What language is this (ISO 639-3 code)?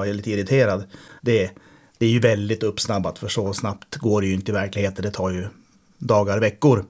swe